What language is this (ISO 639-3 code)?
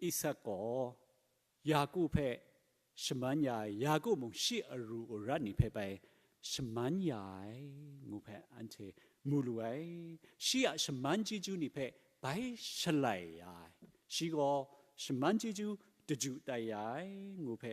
kac